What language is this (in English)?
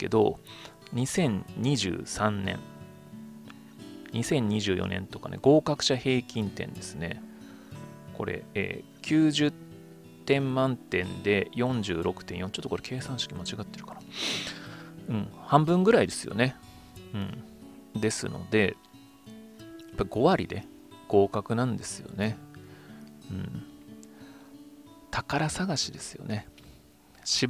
Japanese